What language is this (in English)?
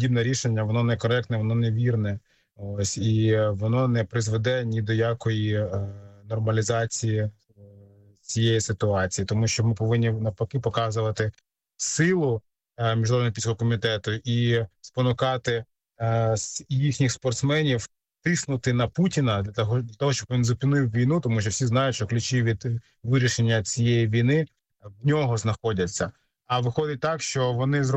Ukrainian